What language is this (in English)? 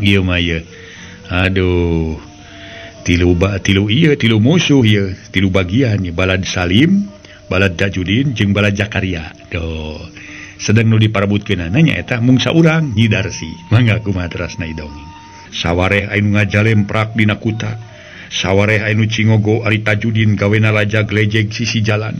Sundanese